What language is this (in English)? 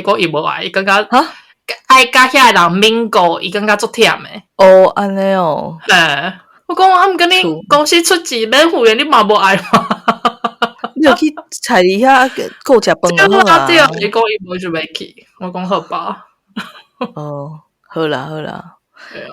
Min Nan Chinese